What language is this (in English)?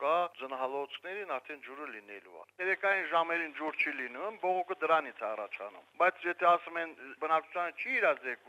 Armenian